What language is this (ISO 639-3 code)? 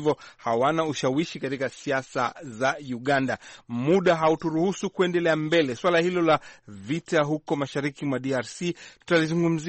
swa